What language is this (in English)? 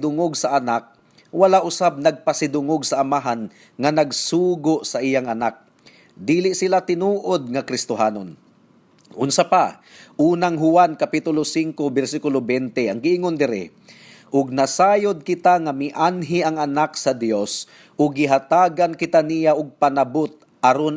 Cebuano